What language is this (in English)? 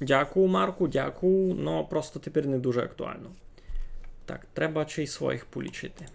Rusyn